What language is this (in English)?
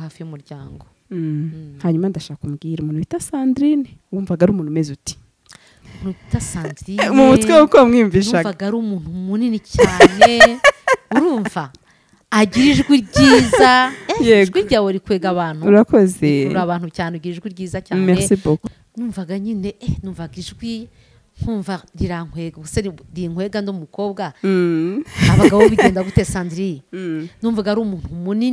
Kinyarwanda